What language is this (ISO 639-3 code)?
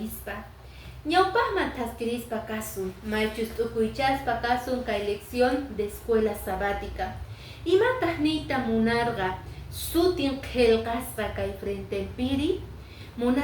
que